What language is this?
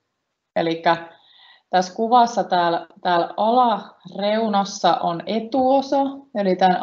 Finnish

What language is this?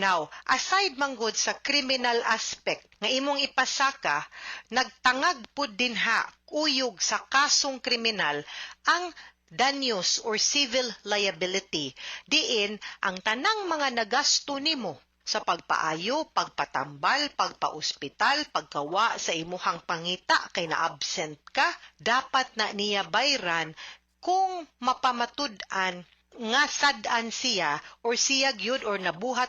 Cebuano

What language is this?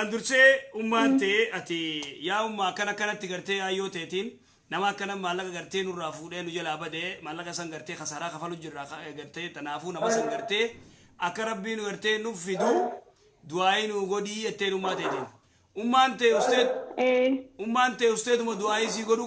Oromo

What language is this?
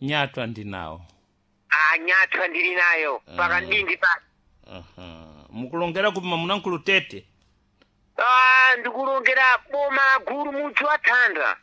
Sena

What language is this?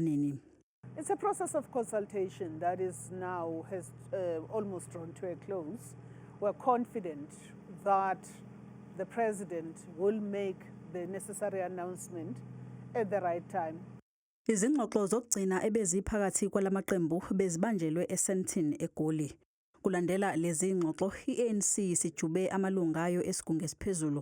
Zulu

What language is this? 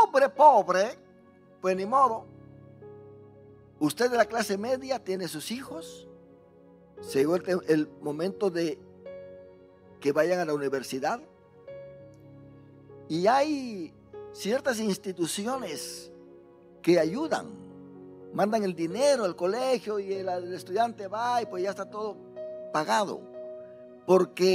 Spanish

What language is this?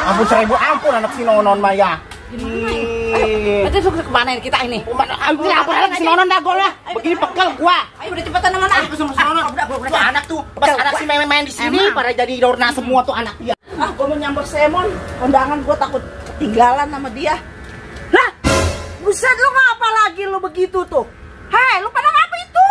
Betawi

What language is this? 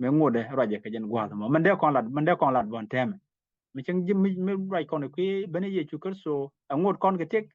Nuer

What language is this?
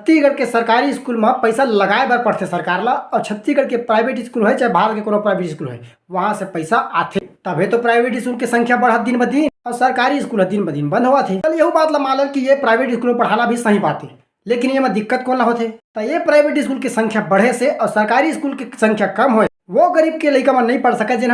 Chhattisgarhi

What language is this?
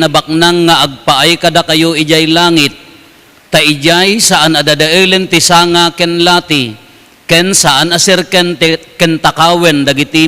Iloko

